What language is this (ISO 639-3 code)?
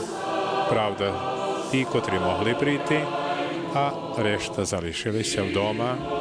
rue